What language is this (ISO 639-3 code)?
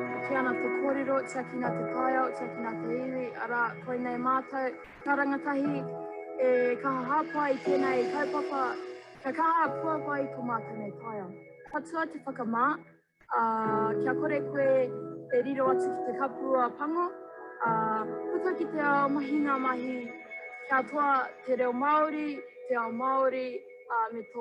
mri